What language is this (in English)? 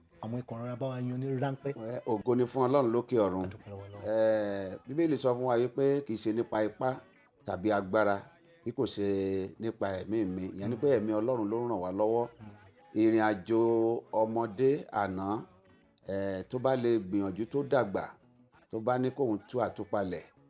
Yoruba